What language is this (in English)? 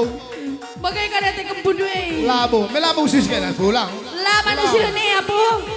Batak Karo